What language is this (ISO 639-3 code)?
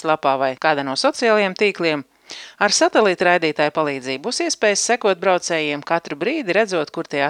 lav